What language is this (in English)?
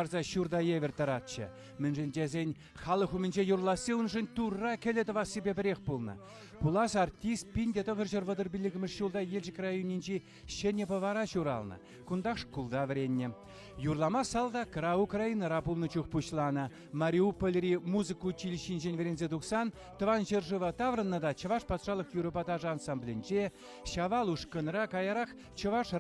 Chuvash